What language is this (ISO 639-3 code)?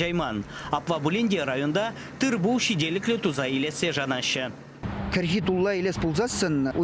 chv